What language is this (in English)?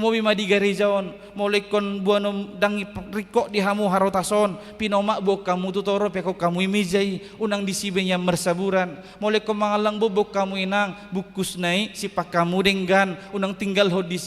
Batak Toba